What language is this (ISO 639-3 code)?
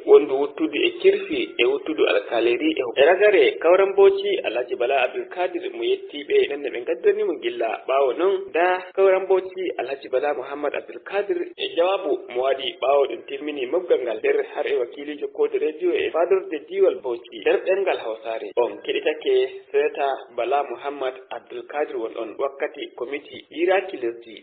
fuv